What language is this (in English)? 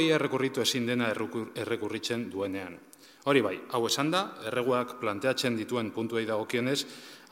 Basque